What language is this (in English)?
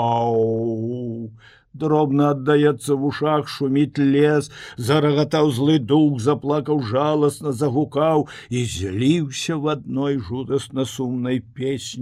Belarusian